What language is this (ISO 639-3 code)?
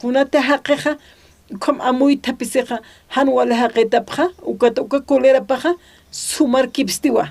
aym